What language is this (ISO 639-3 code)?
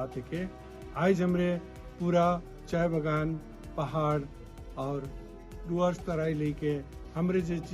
sck